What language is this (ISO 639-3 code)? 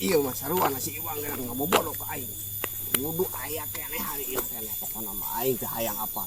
sun